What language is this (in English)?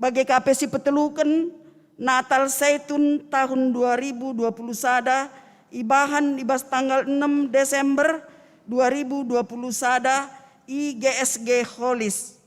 Batak Karo